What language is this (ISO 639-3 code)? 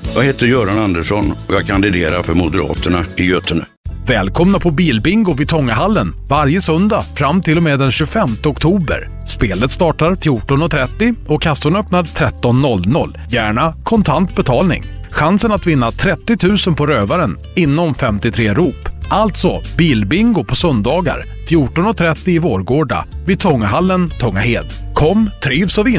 swe